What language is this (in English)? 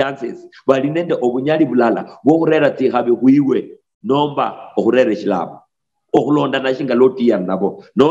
Luyia